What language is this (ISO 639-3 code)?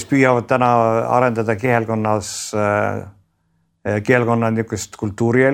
est